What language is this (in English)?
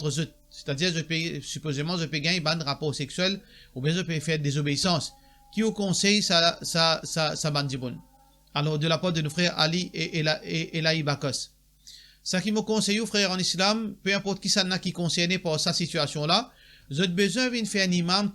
Morisyen